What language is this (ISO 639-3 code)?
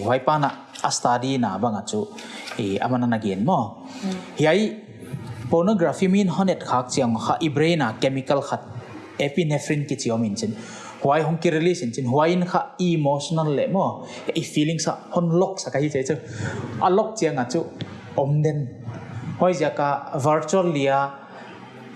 pck